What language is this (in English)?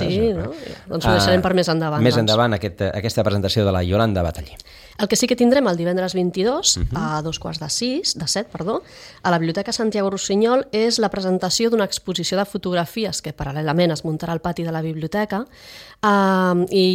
Catalan